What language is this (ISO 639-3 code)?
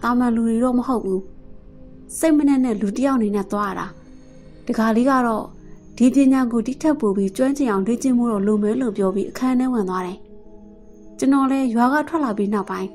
mya